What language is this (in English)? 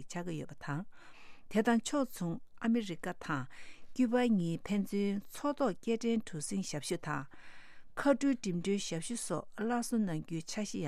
Tibetan